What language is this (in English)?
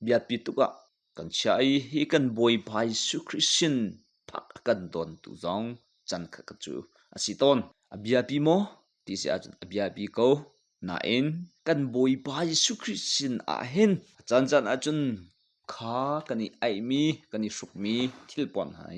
Hakha Chin